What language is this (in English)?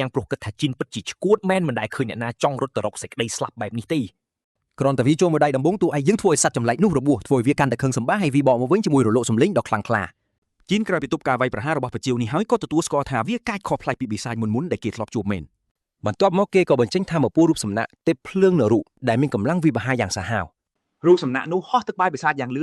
Khmer